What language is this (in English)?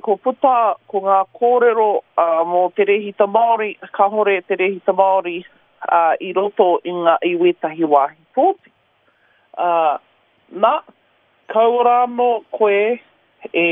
Māori